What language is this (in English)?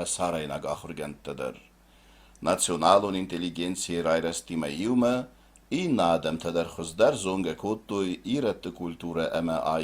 Ossetic